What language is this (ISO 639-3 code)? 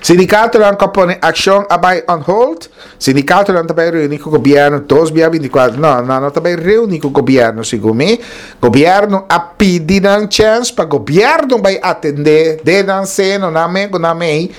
pap